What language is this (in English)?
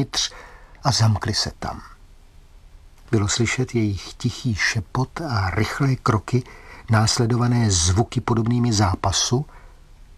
Czech